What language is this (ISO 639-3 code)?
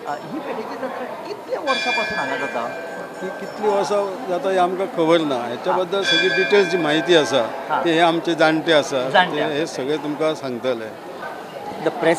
kok